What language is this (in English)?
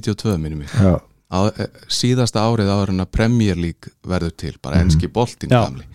Icelandic